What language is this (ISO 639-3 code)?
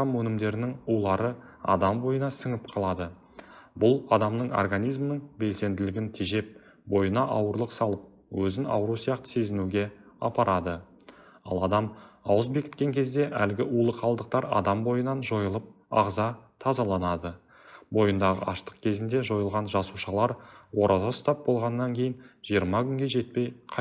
kaz